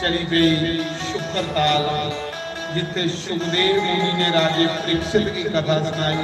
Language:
Dogri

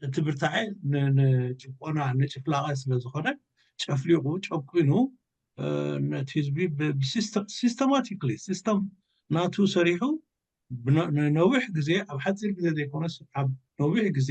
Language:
Tigrinya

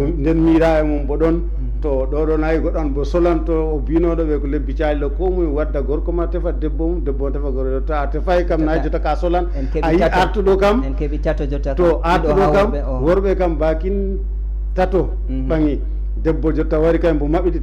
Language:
Fula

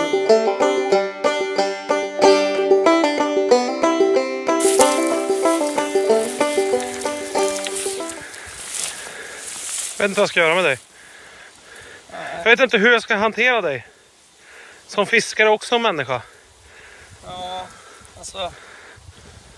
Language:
Swedish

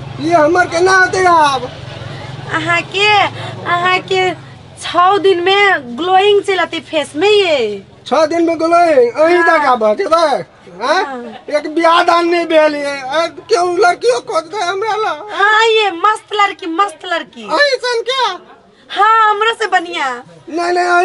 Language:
Maithili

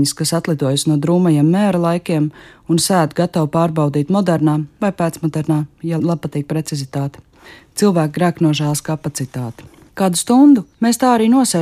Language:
Latvian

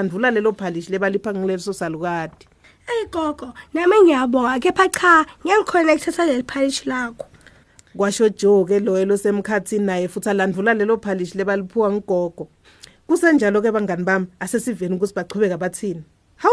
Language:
Swati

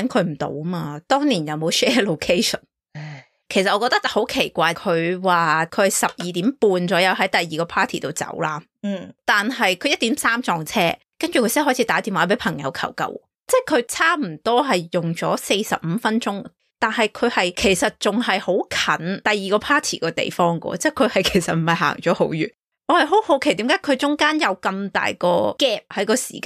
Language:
Cantonese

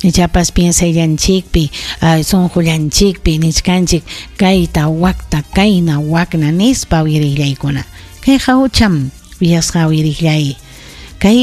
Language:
Ayacucho Quechua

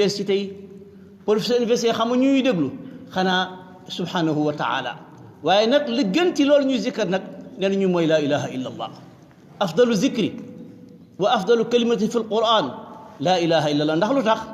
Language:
Wolof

